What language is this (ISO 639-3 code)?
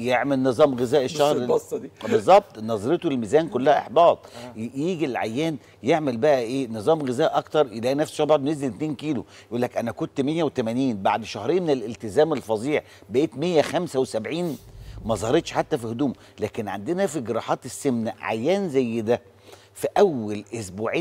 arz